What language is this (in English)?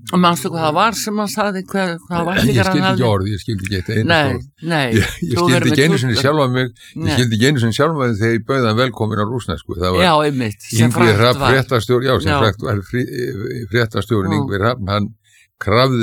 Icelandic